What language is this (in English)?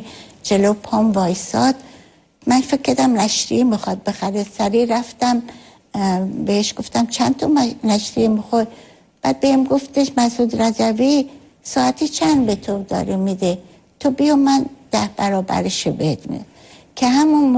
Persian